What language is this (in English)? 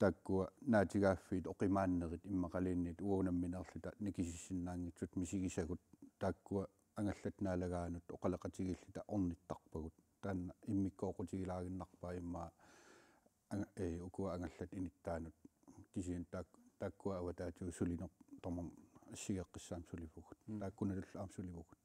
Kalaallisut